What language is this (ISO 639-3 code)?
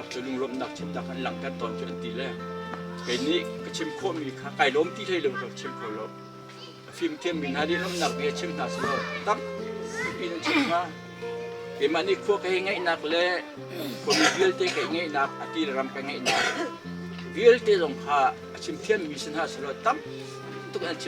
cnh